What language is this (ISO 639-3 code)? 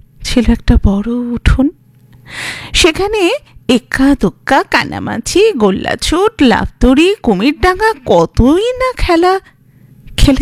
ben